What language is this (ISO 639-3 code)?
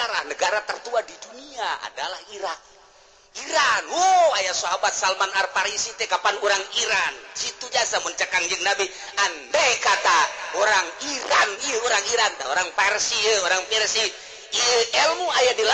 sun